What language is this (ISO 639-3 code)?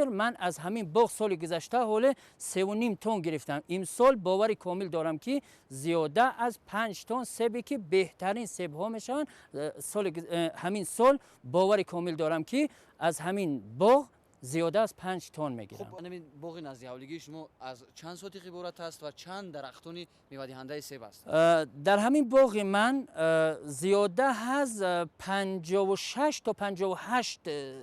tgk